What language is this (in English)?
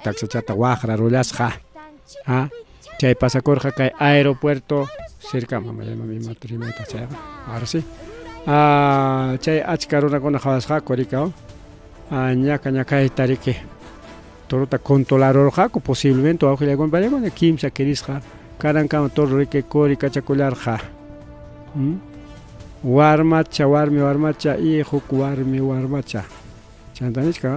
Ayacucho Quechua